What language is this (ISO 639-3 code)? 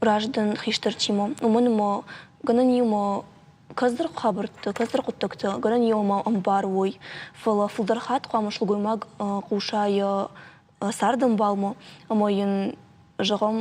oss